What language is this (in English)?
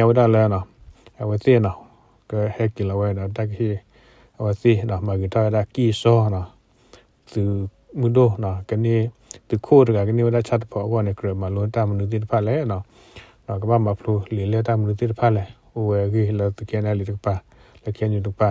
S'gaw Karen